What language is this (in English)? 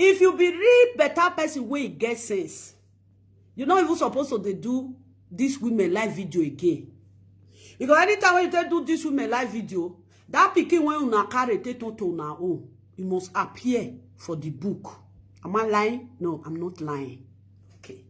Nigerian Pidgin